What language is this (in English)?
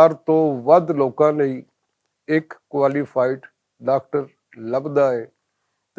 Western Panjabi